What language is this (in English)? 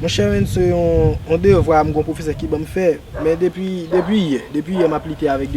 Haitian Creole